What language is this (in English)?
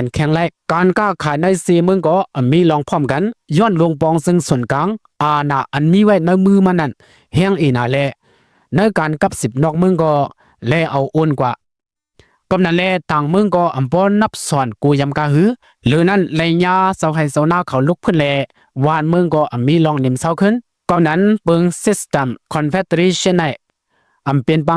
Shan